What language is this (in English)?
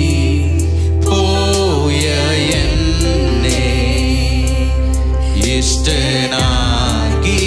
Malayalam